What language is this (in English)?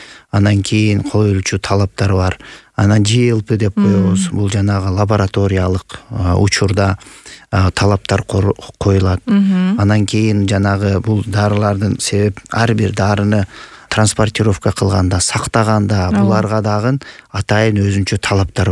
Kyrgyz